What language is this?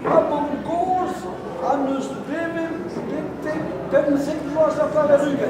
Breton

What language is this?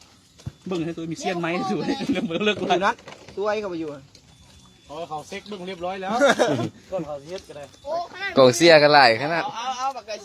Lao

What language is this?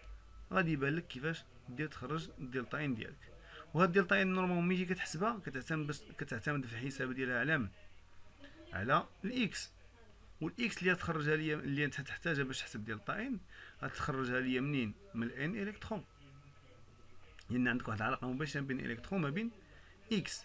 Moroccan Arabic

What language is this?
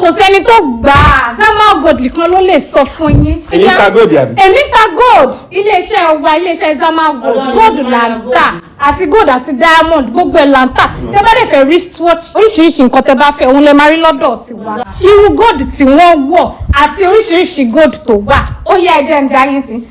Yoruba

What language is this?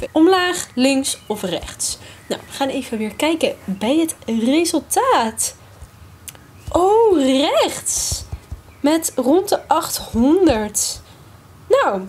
Dutch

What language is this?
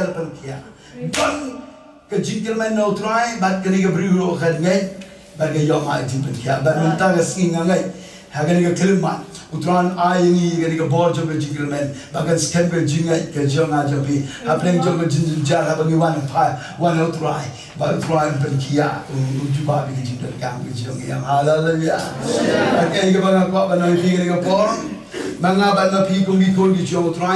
Khasi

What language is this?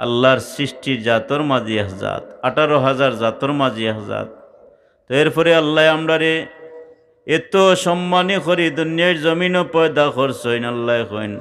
Sylheti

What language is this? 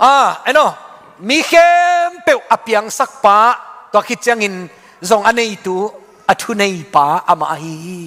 Tedim Chin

